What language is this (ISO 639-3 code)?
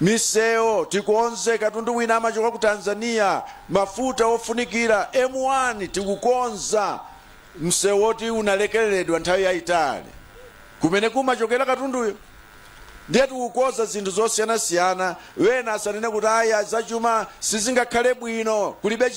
nya